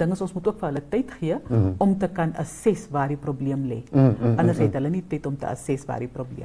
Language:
Afrikaans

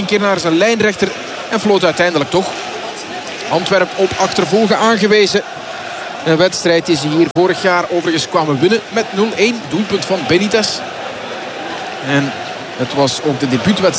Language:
Dutch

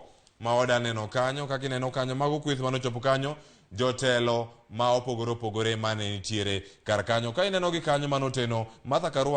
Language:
Luo (Kenya and Tanzania)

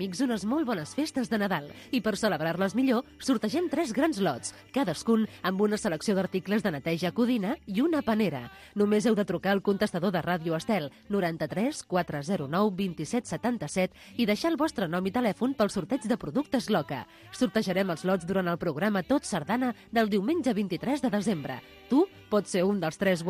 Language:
Catalan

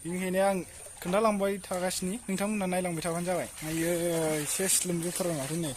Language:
Bodo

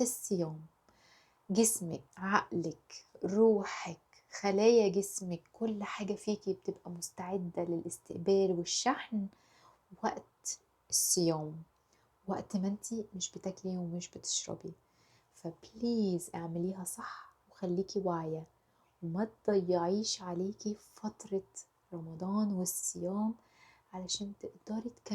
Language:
Egyptian Arabic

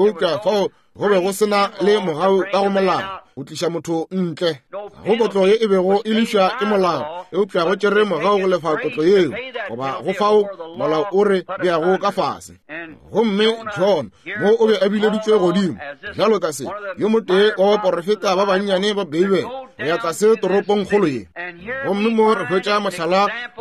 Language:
Northern Sotho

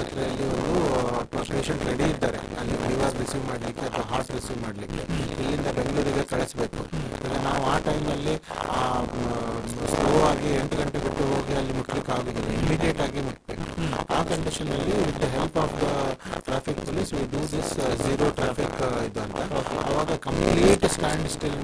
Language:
Kannada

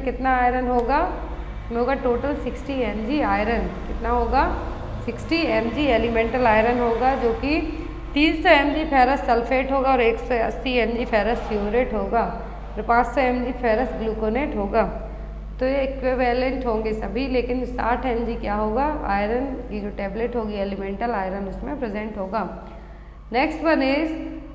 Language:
Hindi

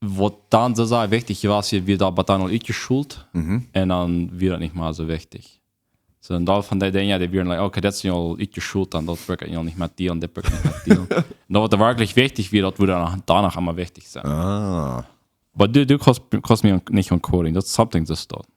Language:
Plautdietsch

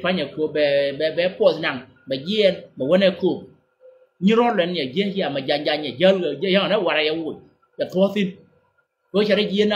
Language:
Nuer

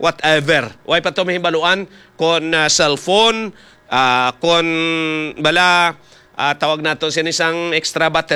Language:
Hiligaynon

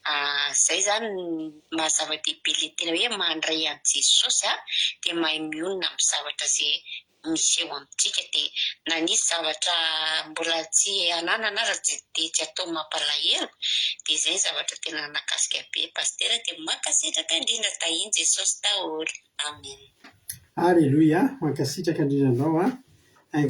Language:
Malagasy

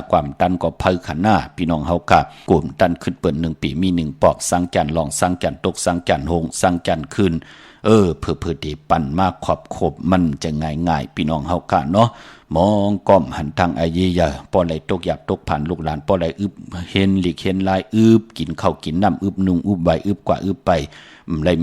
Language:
Shan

